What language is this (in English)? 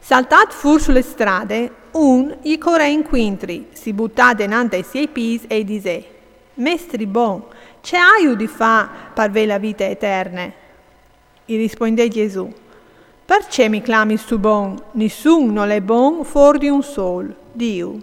Friulian